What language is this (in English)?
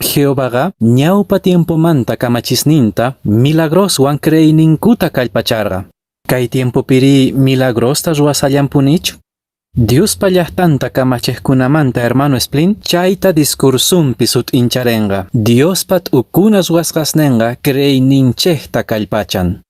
Quechua